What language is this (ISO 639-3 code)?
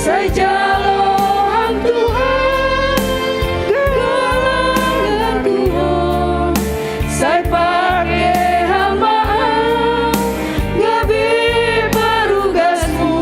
bts